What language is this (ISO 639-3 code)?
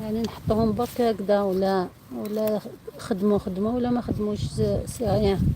arq